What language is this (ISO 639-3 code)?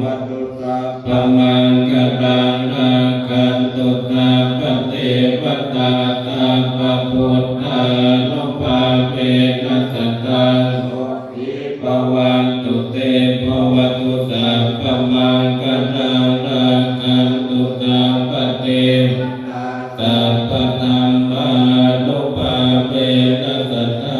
pli